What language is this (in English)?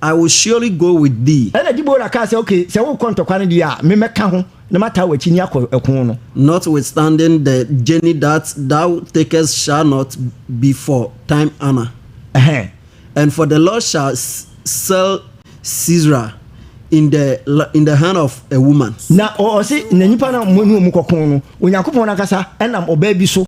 Akan